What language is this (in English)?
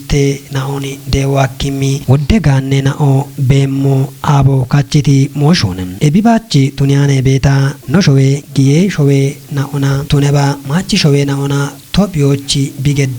Kafa